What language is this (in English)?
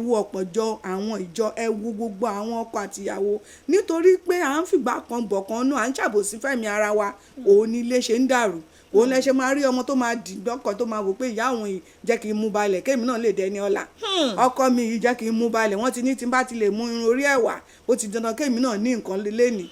Yoruba